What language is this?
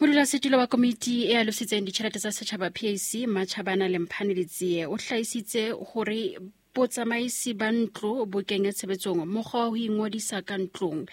Southern Sotho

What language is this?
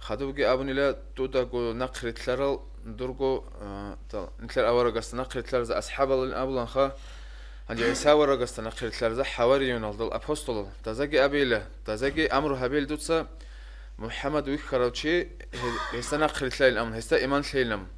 Avaric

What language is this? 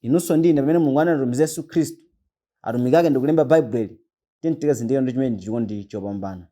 Nyanja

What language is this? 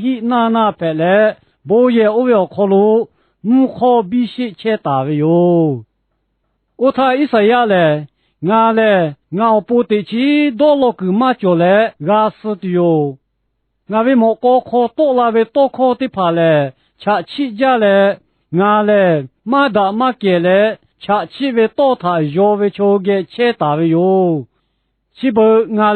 Lahu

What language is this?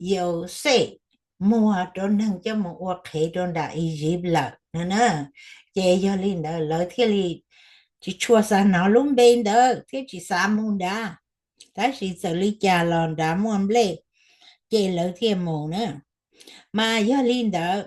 Hmong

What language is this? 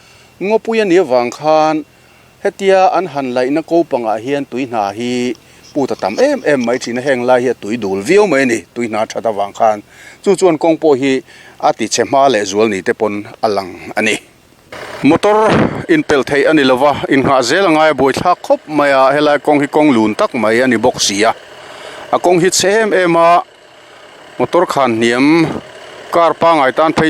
Mizo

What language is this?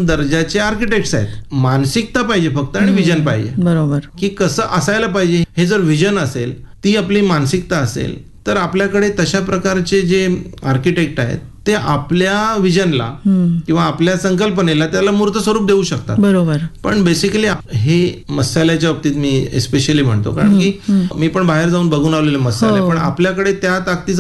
Marathi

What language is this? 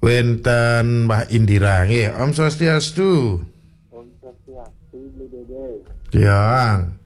Balinese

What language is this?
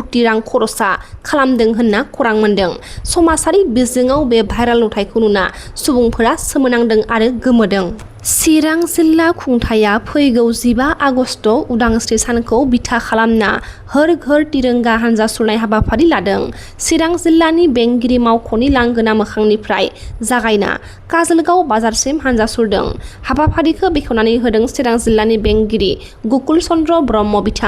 Bodo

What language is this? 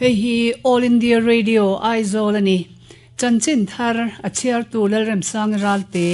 Mizo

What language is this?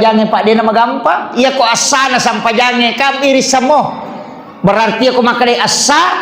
Buginese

